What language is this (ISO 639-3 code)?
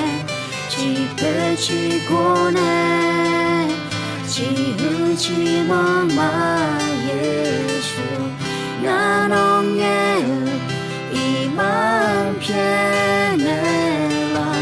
ahk